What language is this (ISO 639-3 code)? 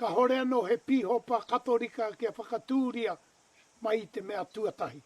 mri